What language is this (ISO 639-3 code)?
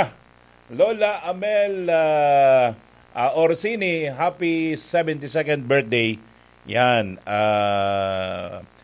bik